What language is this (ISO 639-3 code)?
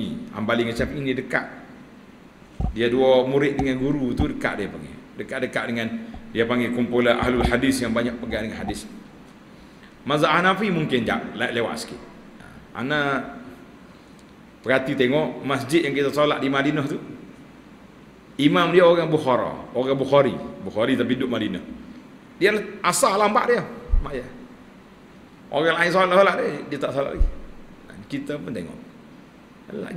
msa